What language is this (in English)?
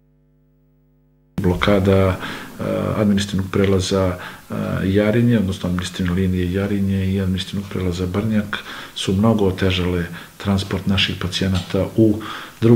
Serbian